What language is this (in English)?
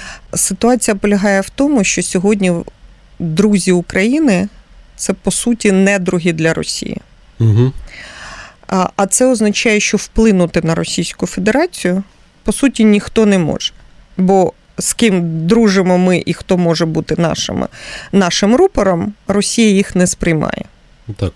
Ukrainian